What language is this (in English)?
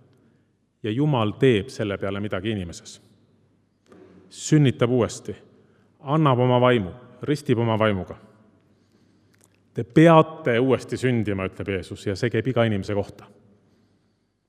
Estonian